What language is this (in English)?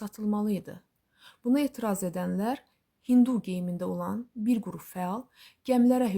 Azerbaijani